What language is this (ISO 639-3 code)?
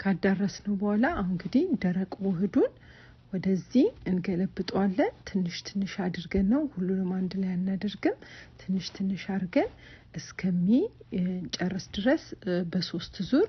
amh